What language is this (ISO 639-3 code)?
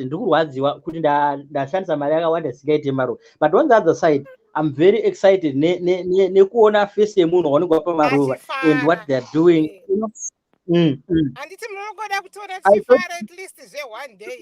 sna